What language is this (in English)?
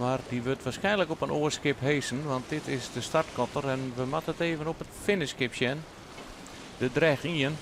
Western Frisian